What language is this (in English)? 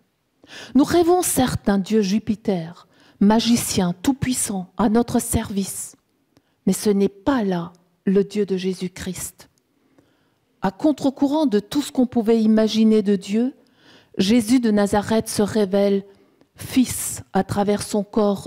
French